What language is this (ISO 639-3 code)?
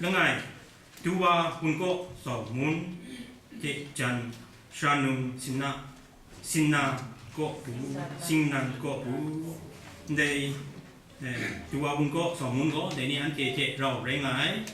kac